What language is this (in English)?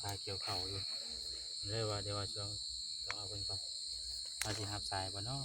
Northeastern Thai